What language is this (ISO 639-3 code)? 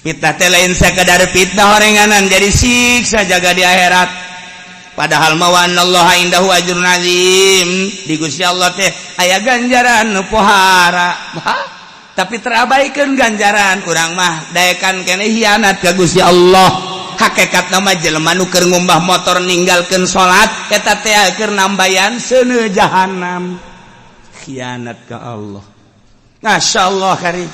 sun